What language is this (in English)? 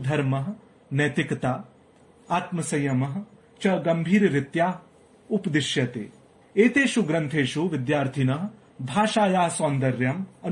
Sanskrit